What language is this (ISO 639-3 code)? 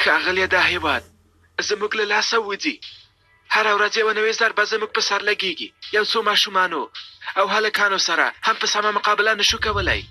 pus